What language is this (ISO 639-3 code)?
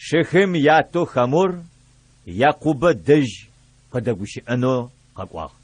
ady